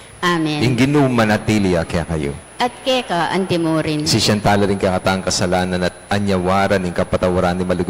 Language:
Pampanga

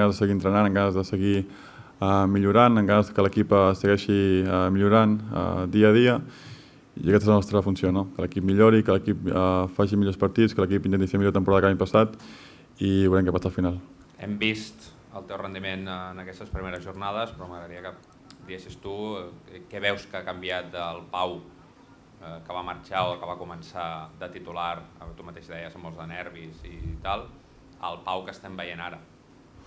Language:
Catalan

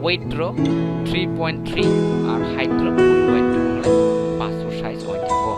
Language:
Kok Borok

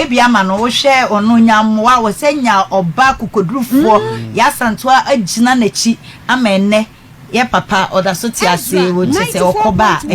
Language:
Akan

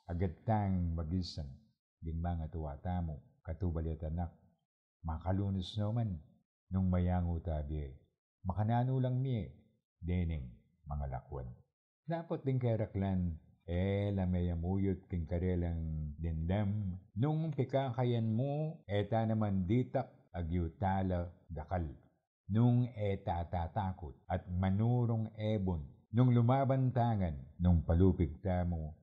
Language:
Pampanga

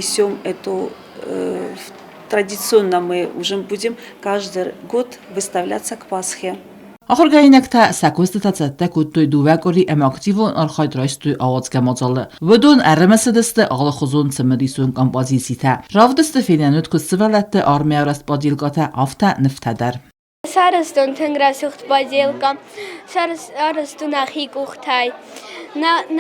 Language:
Ossetic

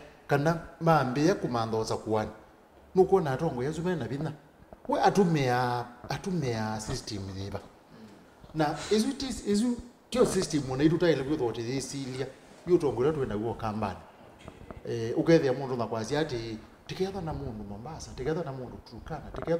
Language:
Kamba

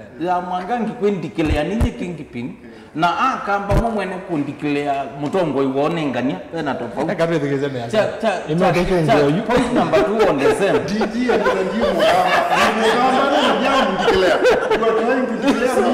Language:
Kamba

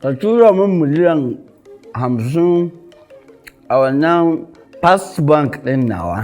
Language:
Hausa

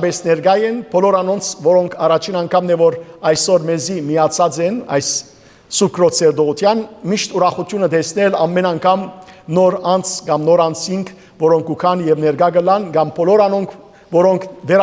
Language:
Western Armenian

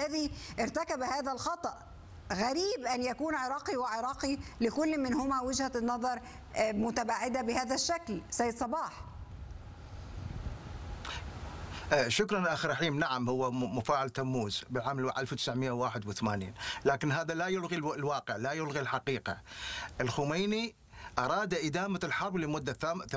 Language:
Arabic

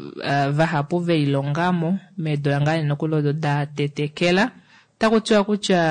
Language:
Kuanyama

